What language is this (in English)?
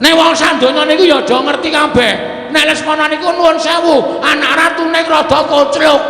Javanese